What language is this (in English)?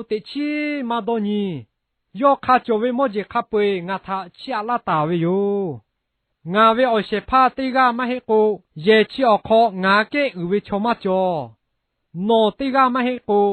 Lahu